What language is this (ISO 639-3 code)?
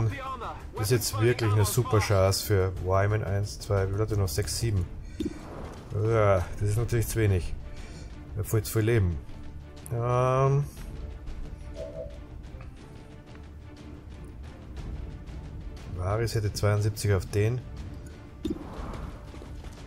deu